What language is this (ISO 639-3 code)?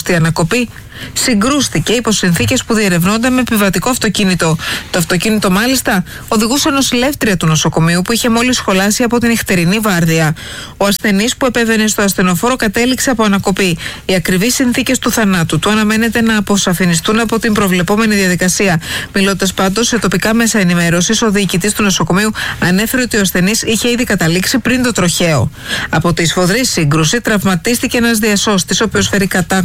ell